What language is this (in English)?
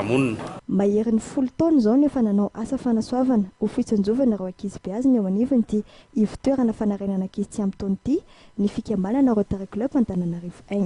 Malagasy